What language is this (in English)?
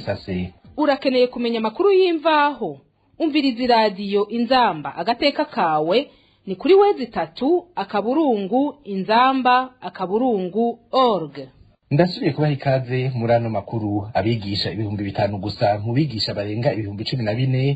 Rundi